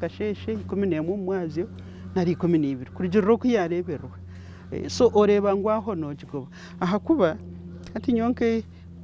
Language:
Nyankole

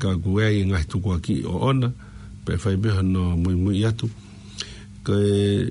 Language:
Tongan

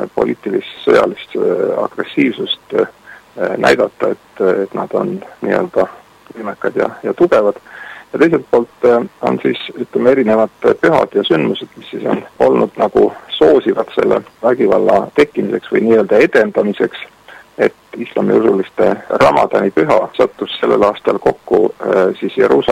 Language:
Estonian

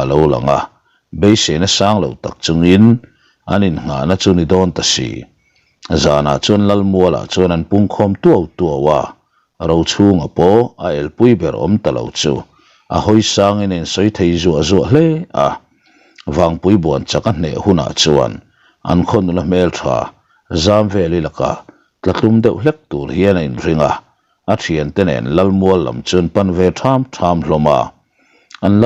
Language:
Mizo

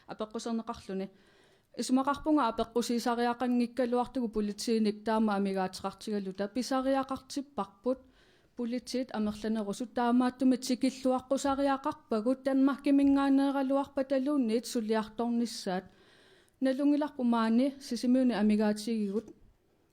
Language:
Kalaallisut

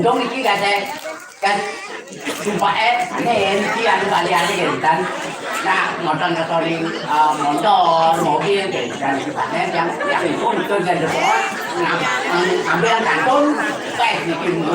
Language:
Balinese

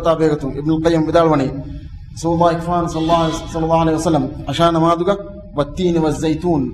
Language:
Divehi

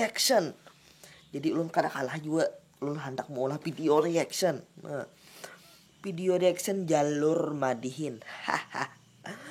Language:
Banjar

